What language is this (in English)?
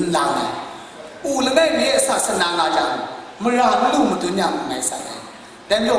Kachin